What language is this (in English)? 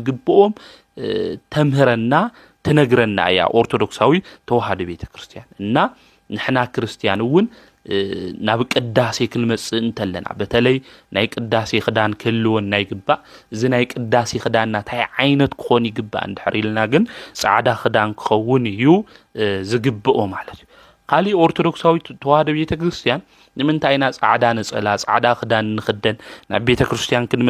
Tigrinya